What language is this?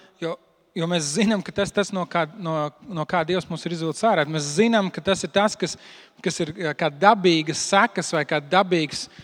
Latvian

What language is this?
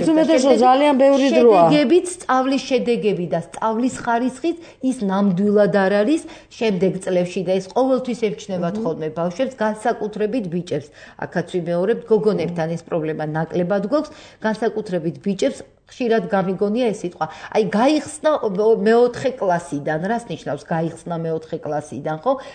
Georgian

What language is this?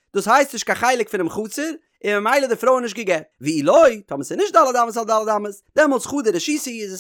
Yiddish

